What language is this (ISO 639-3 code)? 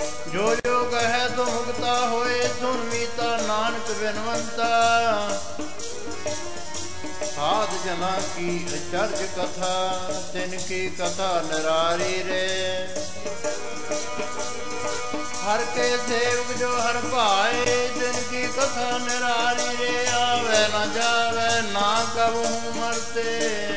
pan